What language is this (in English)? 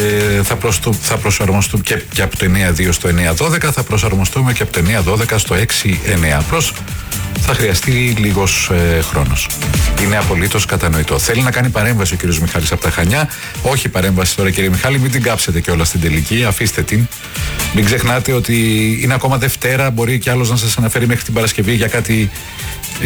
Greek